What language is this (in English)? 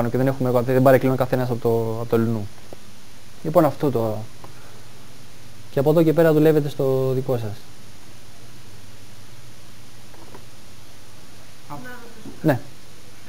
Greek